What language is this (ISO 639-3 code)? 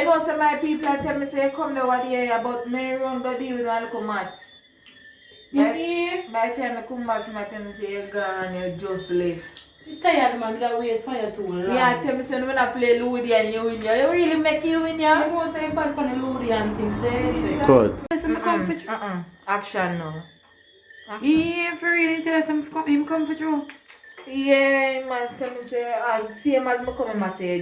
jam